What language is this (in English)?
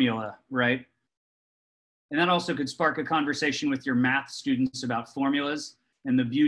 English